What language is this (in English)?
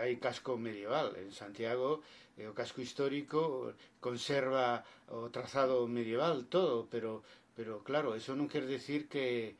Galician